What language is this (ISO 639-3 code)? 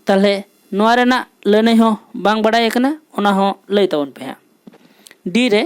sat